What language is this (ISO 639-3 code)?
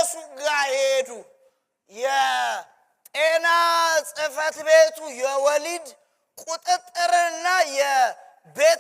amh